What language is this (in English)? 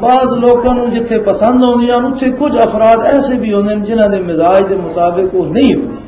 Western Panjabi